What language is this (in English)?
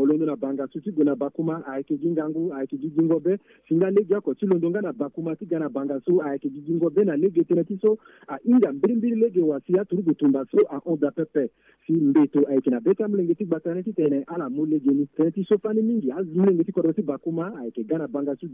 Sango